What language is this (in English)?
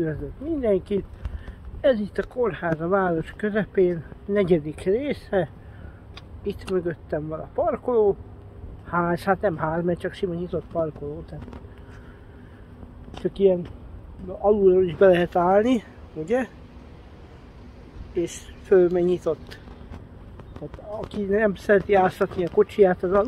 Hungarian